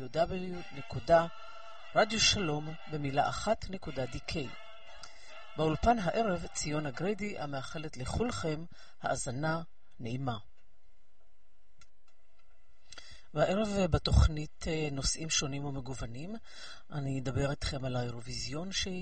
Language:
Hebrew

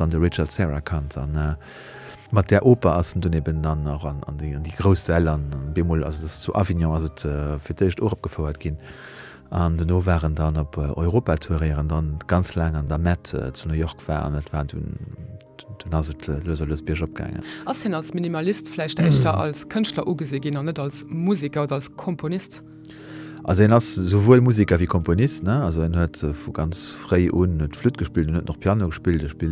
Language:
Luxembourgish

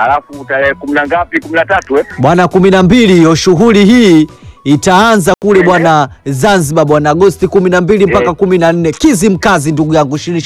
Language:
Swahili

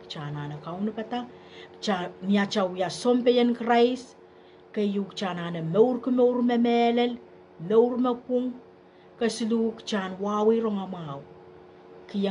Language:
Pohnpeian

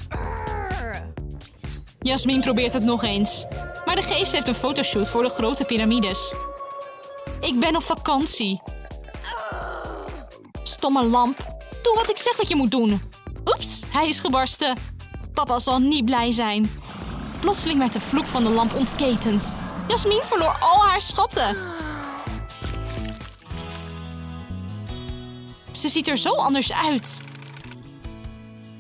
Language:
Dutch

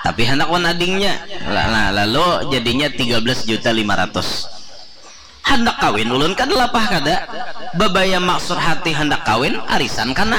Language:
Banjar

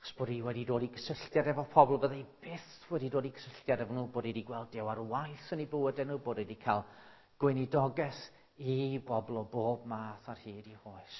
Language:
Welsh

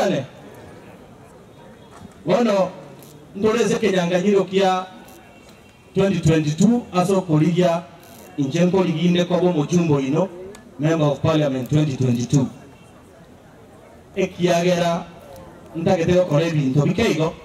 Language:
Gusii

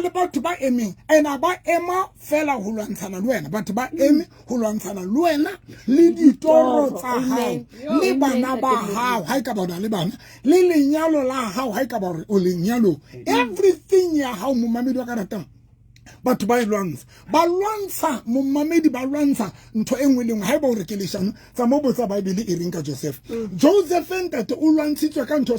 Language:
Southern Sotho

